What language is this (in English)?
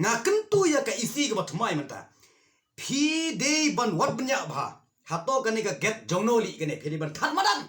Khasi